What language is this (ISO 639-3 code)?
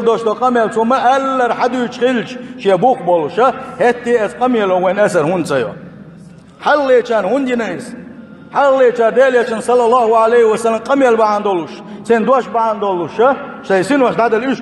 che